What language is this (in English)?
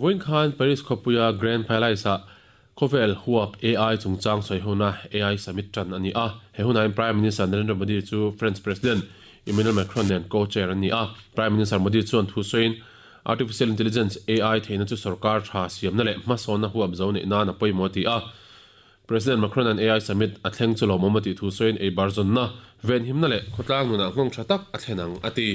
Mizo